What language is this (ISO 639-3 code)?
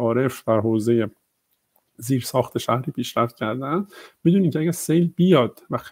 fas